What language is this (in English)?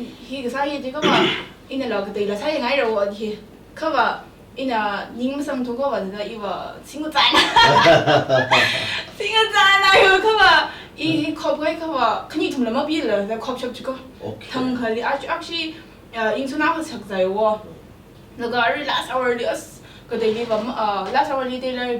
Tangkhul Naga (India)